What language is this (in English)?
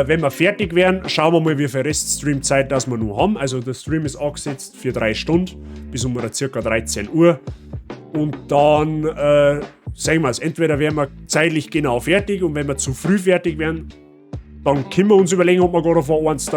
Bavarian